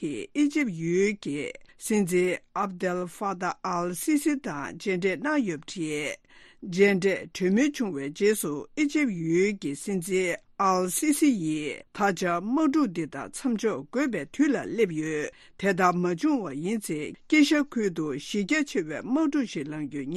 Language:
Tibetan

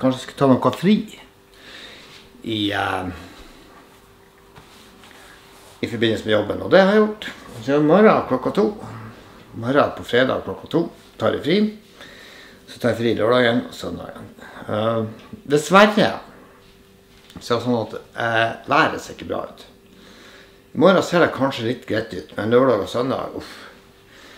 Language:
Norwegian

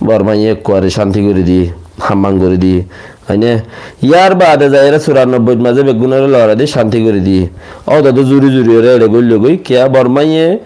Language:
Rohingya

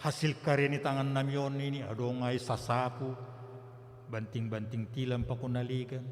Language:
Batak Simalungun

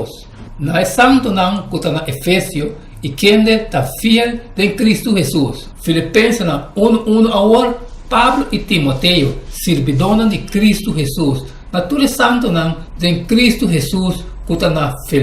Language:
Papiamento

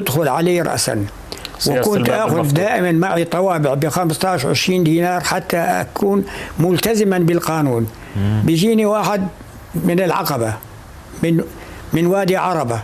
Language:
North Levantine Arabic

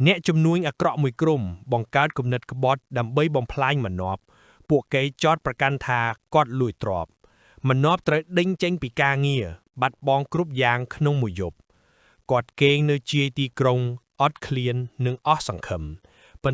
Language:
Khmer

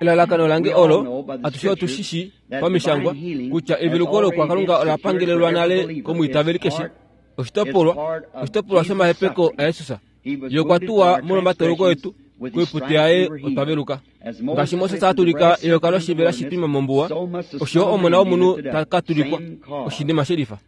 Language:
Kuanyama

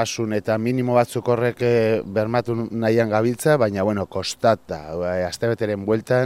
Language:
Basque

